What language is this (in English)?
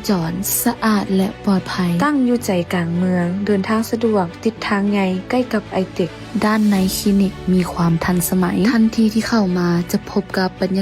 Lao